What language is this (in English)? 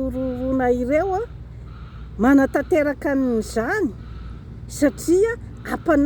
Malagasy